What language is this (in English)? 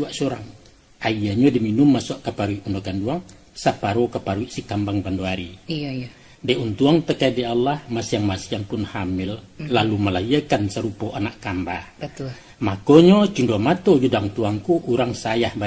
Minangkabau